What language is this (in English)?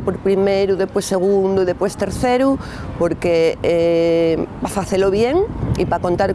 Asturian